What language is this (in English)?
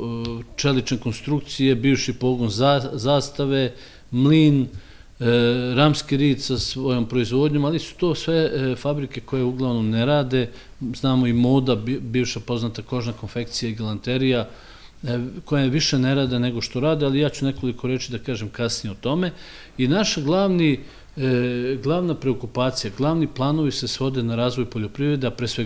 Serbian